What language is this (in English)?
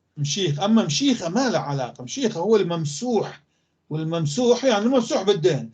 North Levantine Arabic